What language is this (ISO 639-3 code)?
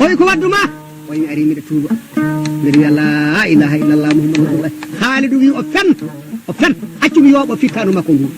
ful